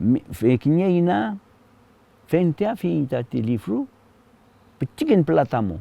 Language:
Mapuche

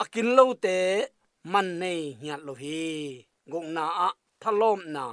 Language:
Tedim Chin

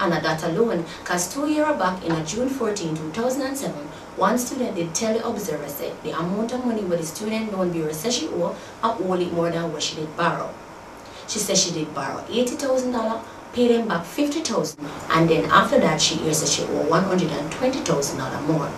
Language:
Jamaican Creole English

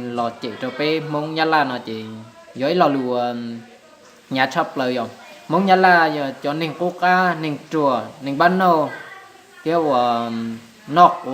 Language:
Hmong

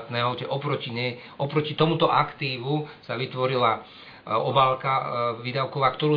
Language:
Slovak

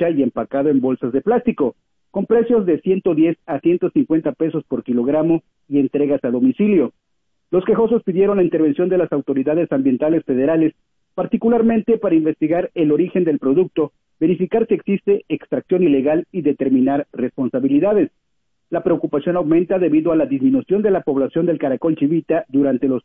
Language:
Spanish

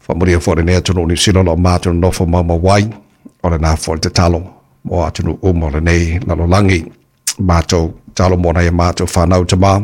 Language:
Samoan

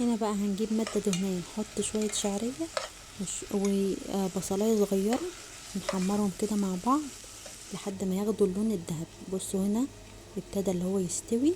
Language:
Egyptian Arabic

